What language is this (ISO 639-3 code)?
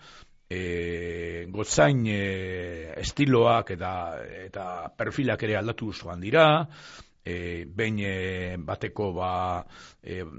eus